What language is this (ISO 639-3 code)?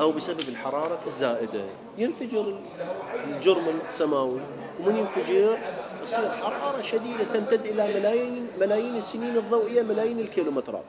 acm